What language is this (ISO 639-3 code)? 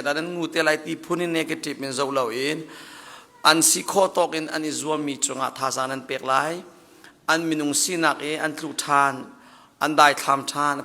cnh